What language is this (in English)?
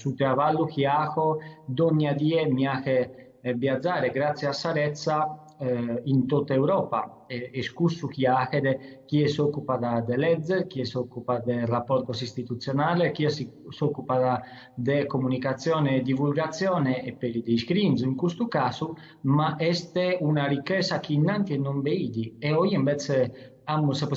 Sardinian